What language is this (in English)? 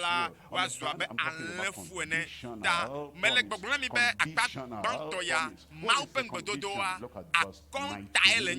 Ewe